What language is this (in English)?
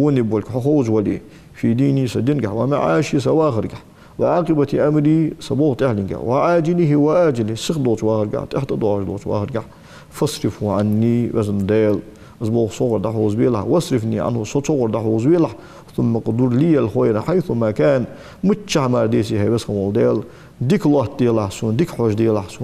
Ingush